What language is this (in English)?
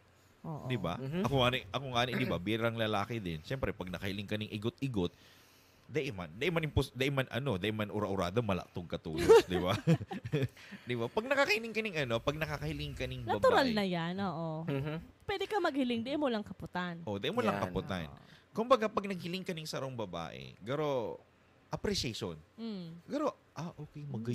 Bikol